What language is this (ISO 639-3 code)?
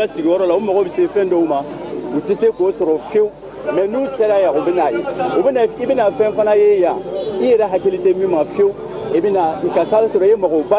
bam